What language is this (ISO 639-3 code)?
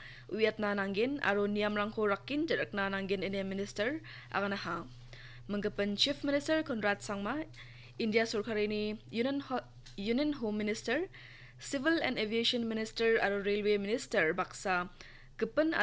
grt